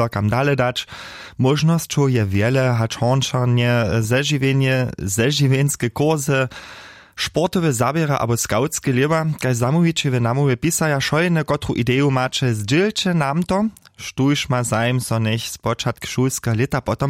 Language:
Upper Sorbian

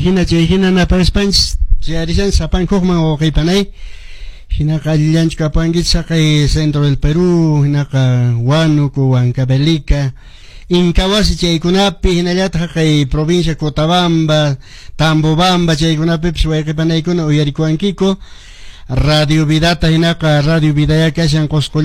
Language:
Quechua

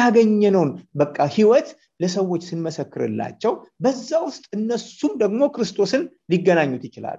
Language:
Amharic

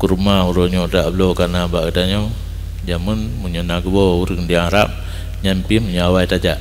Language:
Achinese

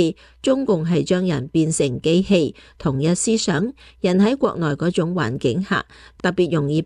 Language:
Cantonese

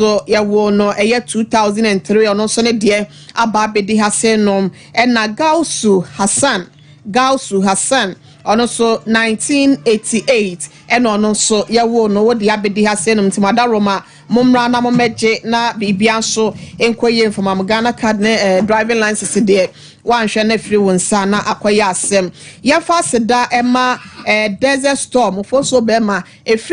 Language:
Akan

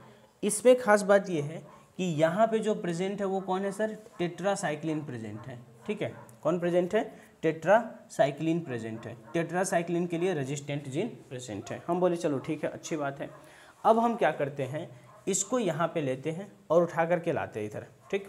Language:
Hindi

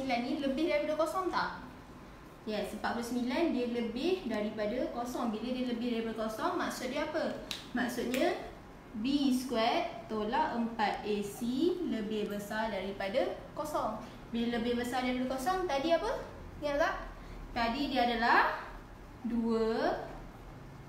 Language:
Malay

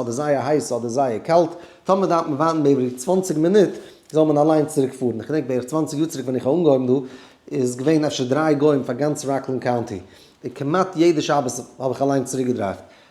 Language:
Yiddish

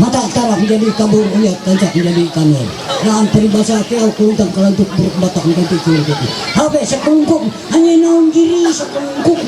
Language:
Ma'anyan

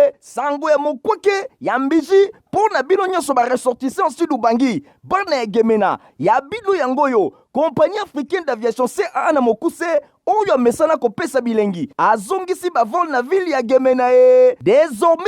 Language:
Lingala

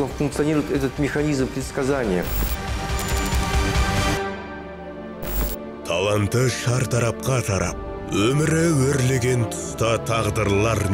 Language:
Kazakh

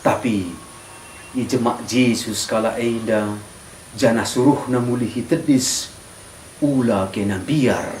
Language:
Batak Karo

